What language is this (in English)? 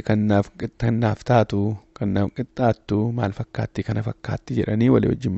Oromo